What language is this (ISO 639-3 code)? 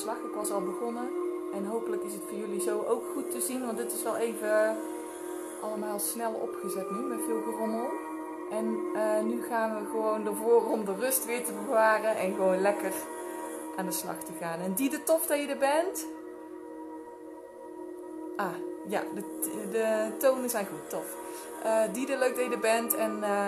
nld